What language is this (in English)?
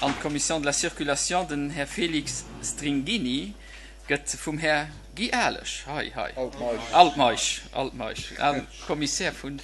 Luxembourgish